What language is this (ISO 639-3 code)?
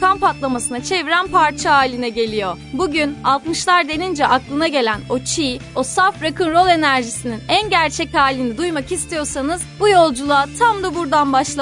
tur